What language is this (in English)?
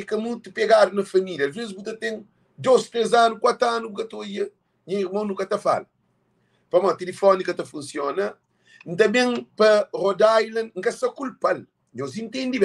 Kabuverdianu